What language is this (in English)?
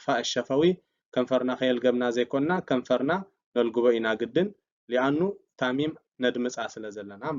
Tigrinya